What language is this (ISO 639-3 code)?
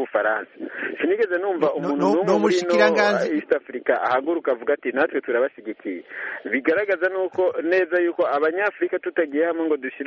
kin